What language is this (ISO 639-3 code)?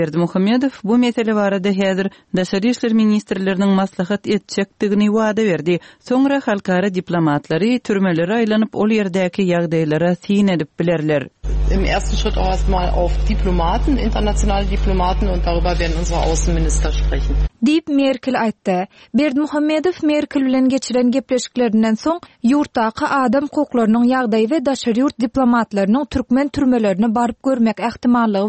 tuk